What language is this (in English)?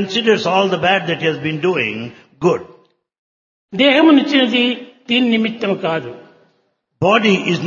Telugu